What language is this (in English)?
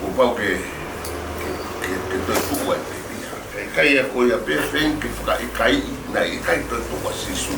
Tongan